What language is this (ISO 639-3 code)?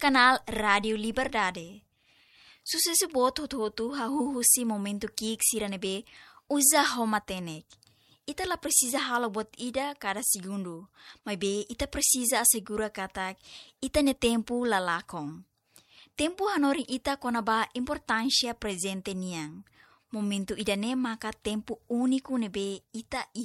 tet